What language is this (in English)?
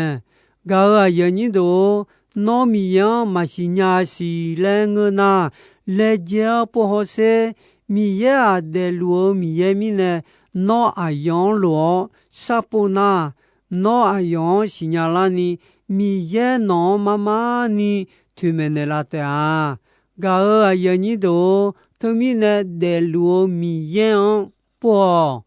Akha